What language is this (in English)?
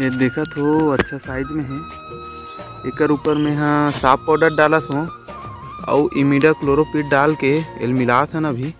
Chhattisgarhi